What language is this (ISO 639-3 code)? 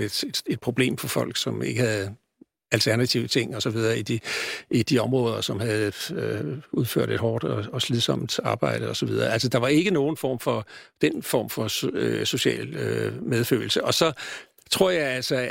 dan